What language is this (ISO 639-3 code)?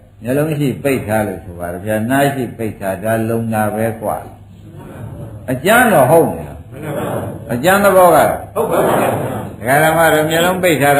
mya